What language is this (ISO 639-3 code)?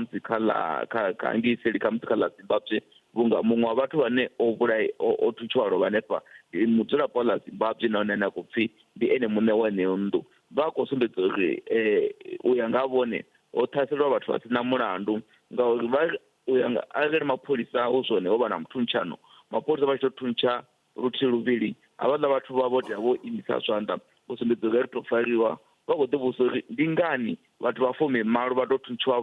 ven